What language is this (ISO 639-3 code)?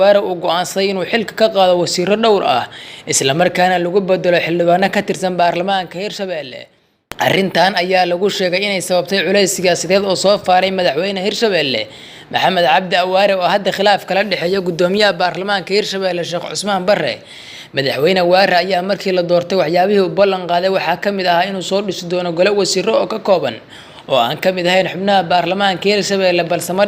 som